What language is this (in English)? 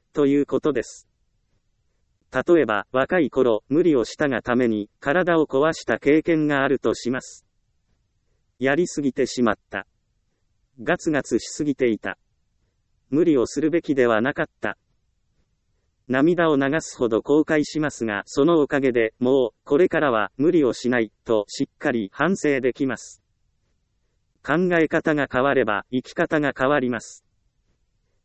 Japanese